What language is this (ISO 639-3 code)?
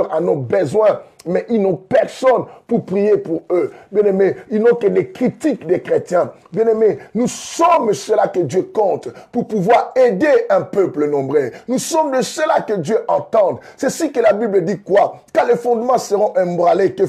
fra